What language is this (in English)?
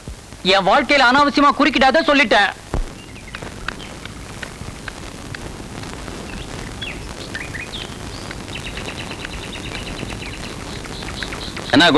Tamil